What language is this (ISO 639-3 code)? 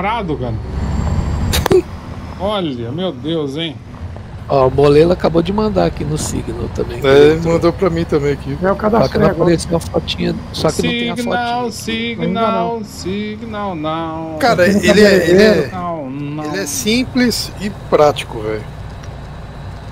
por